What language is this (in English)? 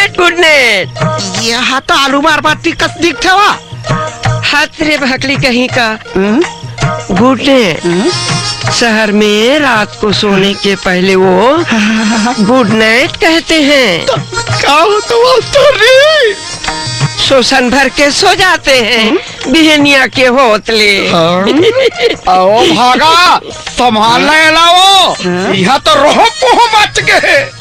Chhattisgarhi